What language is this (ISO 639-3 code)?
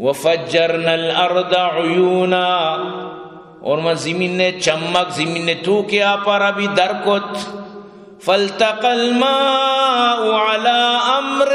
bgp